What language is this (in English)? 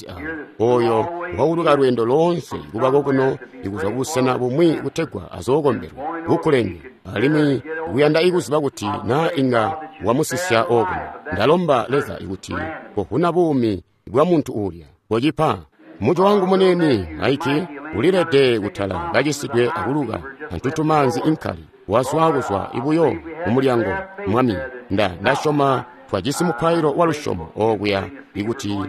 Tonga (Zambia)